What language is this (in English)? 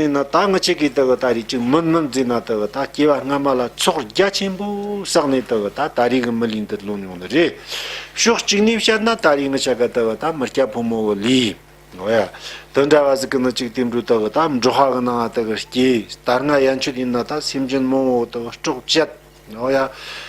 Tibetan